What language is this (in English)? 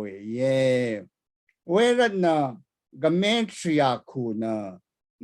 Rawang